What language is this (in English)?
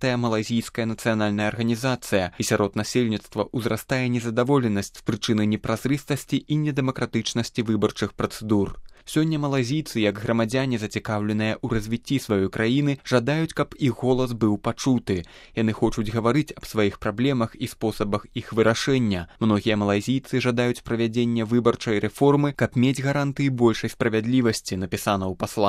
Belarusian